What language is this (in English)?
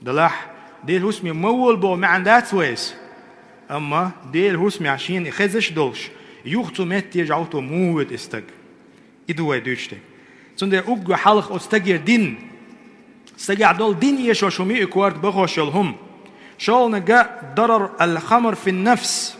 Chechen